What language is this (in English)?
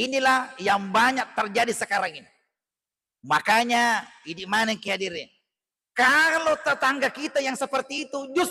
Buginese